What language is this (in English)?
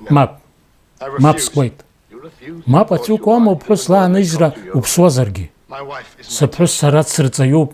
Abkhazian